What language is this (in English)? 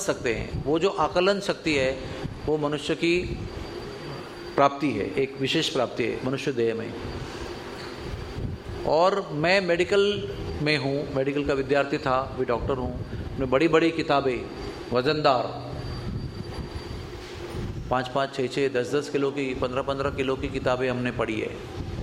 Hindi